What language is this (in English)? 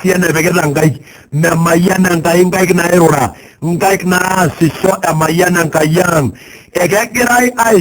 Masai